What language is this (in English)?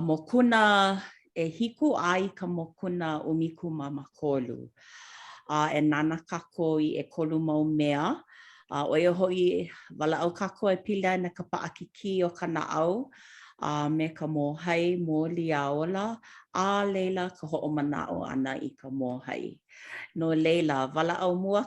Hawaiian